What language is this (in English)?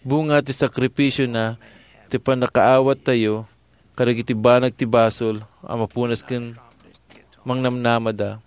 Iloko